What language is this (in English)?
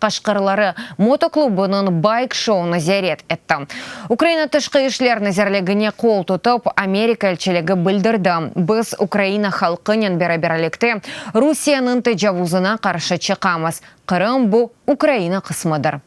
Crimean Tatar